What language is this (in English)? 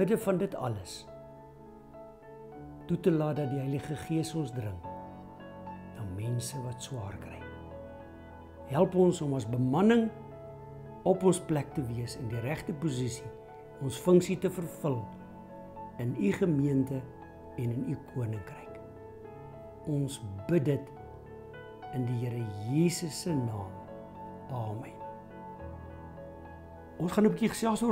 Afrikaans